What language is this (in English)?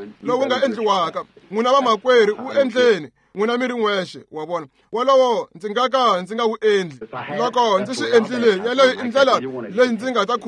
Tsonga